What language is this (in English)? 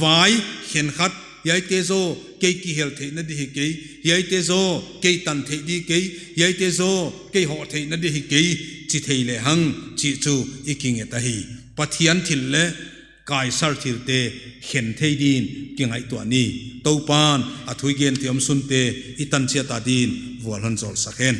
Paite Chin